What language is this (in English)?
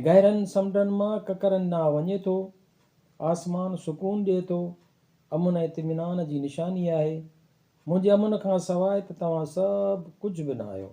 Sindhi